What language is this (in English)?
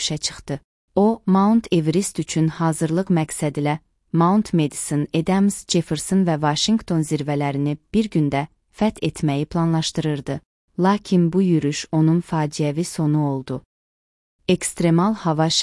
Azerbaijani